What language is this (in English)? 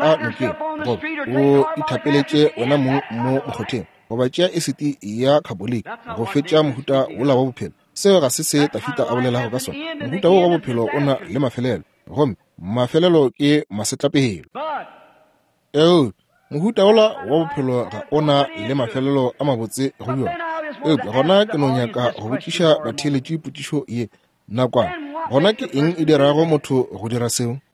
Northern Sotho